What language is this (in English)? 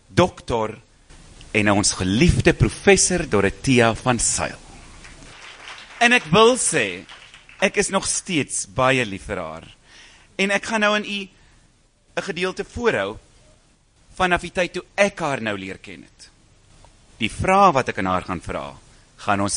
Afrikaans